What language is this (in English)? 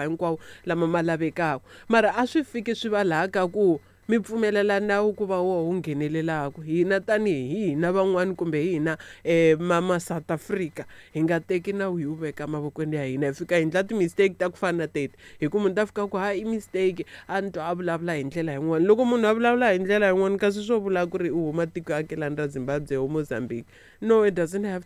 Tsonga